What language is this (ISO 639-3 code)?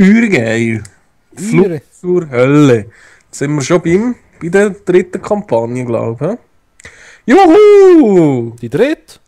gsw